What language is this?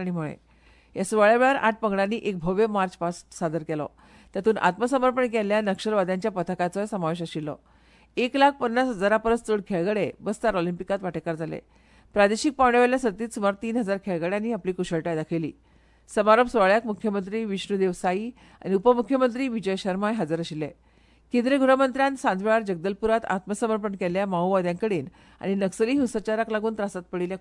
Konkani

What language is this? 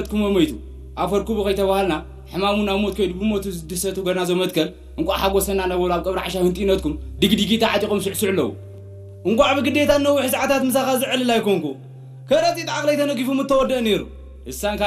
Tigrinya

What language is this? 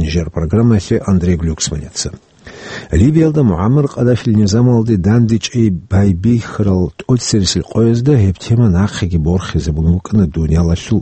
Avaric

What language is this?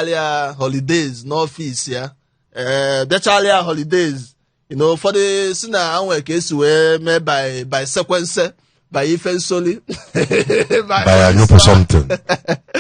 Igbo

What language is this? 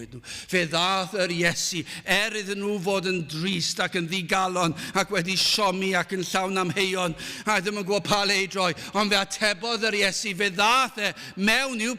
Welsh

